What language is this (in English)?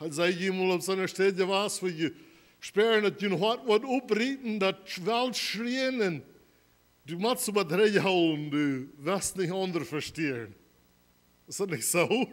Plautdietsch